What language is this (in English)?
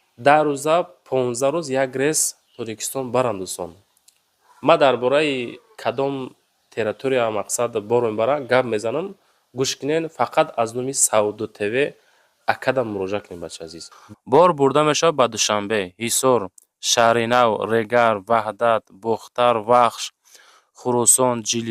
Tajik